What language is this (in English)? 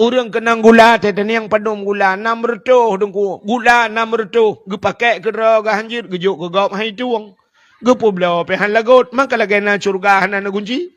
Achinese